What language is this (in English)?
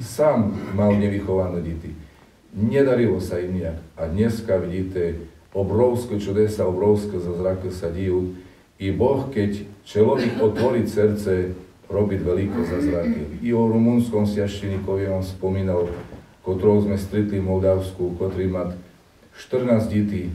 Slovak